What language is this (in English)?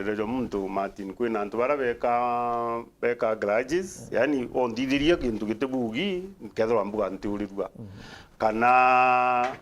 Meru